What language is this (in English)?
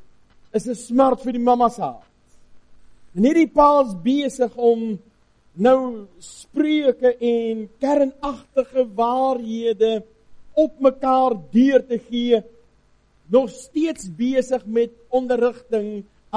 Afrikaans